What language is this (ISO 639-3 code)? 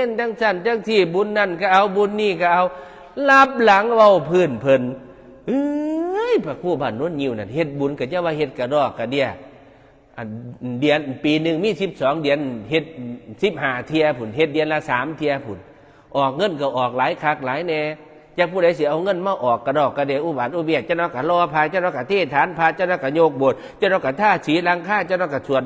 tts